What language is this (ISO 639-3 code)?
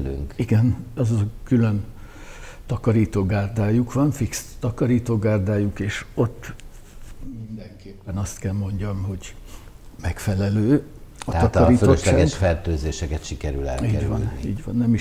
hun